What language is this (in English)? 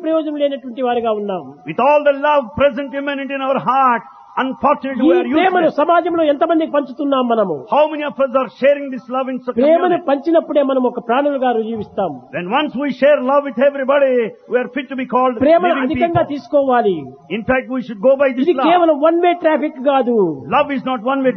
Telugu